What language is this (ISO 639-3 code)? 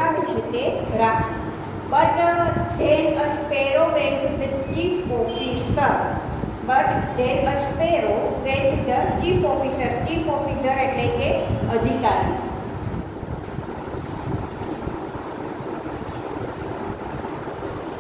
guj